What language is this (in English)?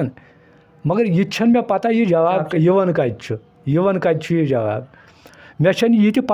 Kashmiri